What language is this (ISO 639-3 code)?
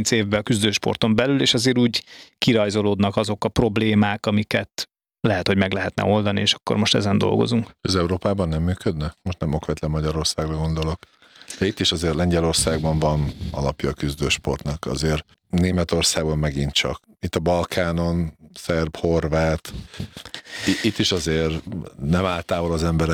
hun